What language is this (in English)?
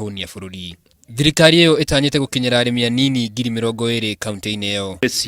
Kikuyu